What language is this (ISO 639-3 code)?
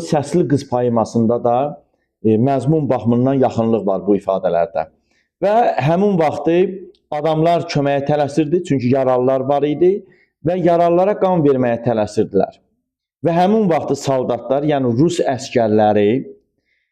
aze